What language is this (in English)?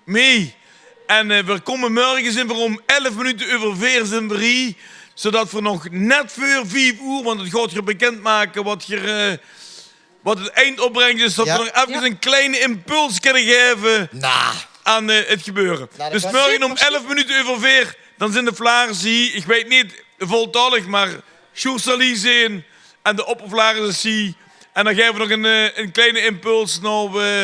Limburgish